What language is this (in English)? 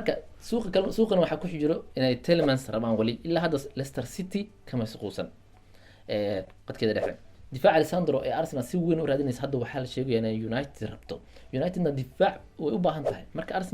Somali